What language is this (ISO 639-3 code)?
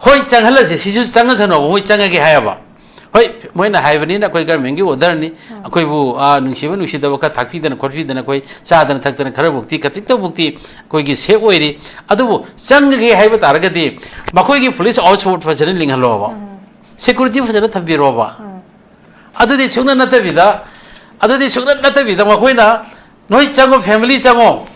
mni